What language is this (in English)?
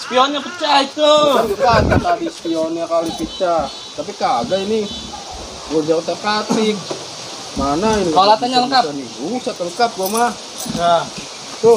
Betawi